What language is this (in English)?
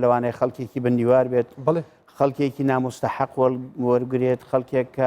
Central Kurdish